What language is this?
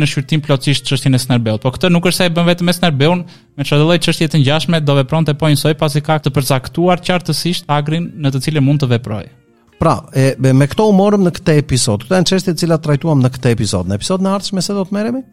Albanian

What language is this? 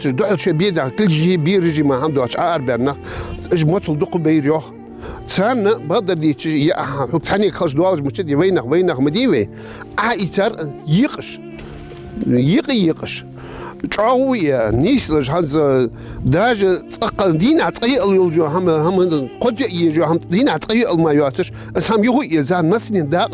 Ingush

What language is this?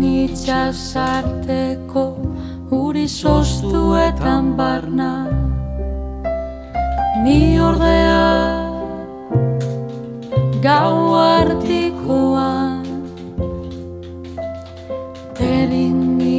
Basque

